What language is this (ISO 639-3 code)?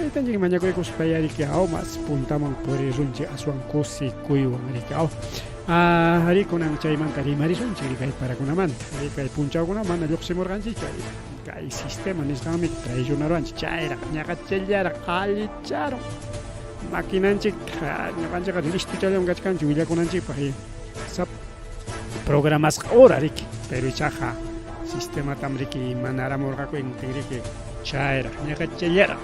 quy